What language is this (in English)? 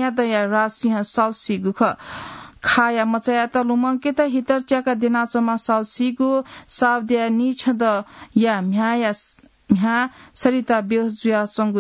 Newari